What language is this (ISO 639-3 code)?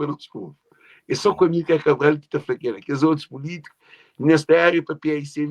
kea